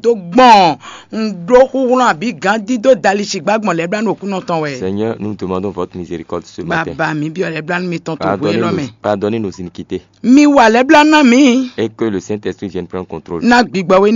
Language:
Fon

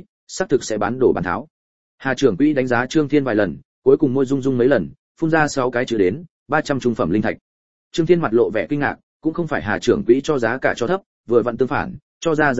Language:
Vietnamese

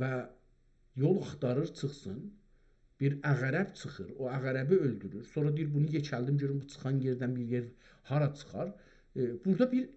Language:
South Azerbaijani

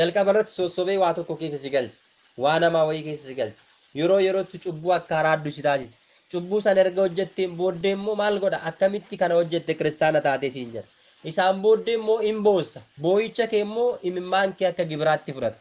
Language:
Oromo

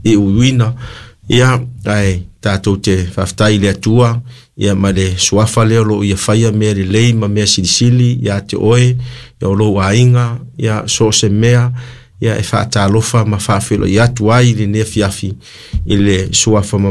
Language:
Samoan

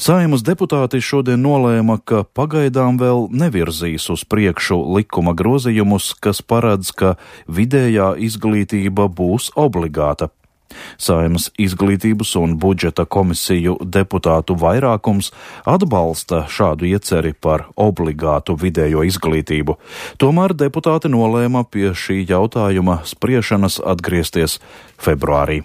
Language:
Latvian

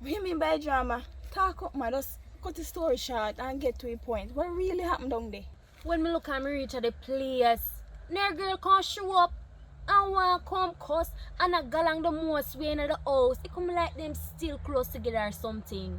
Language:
Jamaican Creole English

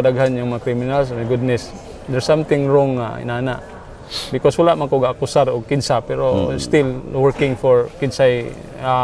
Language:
Cebuano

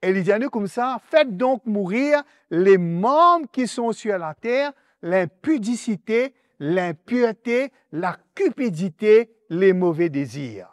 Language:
Morisyen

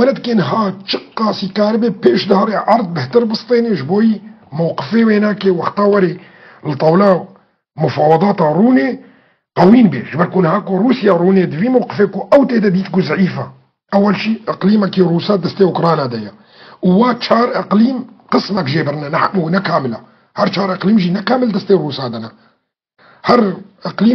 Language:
Kurdish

